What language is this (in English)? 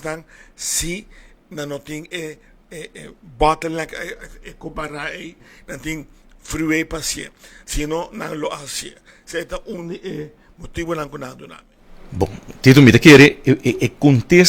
Papiamento